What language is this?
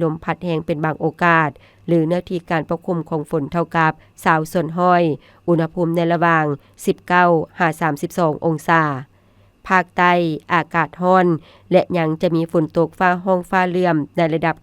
Lao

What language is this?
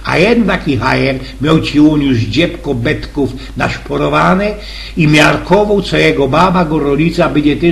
Silesian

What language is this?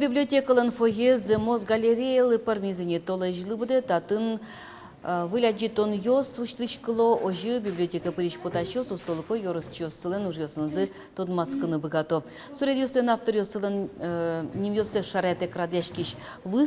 Udmurt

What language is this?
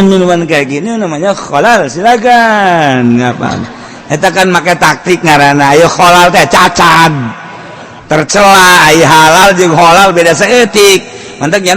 Sundanese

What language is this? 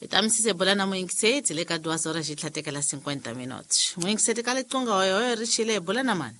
Tsonga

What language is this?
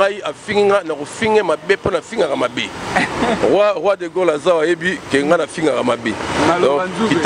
Lingala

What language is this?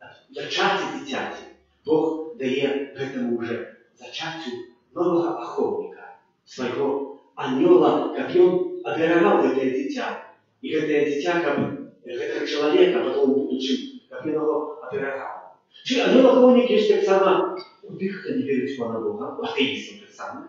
Belarusian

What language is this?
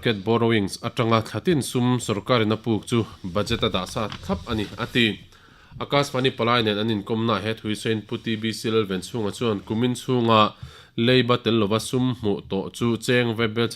Mizo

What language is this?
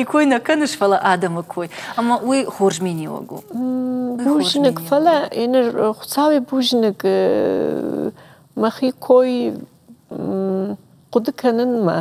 Ossetic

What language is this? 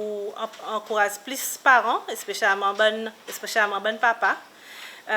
Seselwa Creole French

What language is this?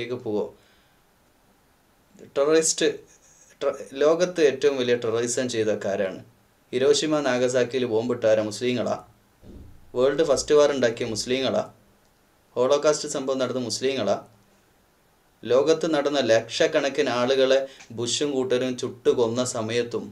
Malayalam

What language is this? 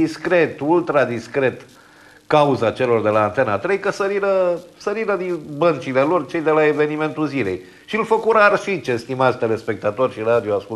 Romanian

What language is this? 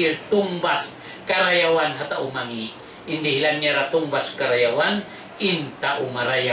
Tausug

